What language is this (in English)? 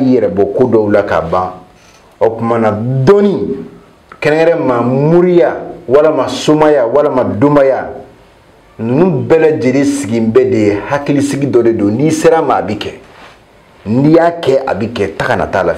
Bambara